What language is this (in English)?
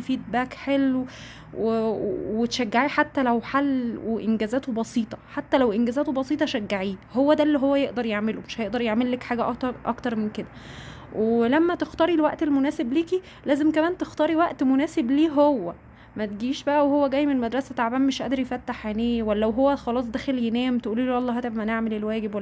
Egyptian Arabic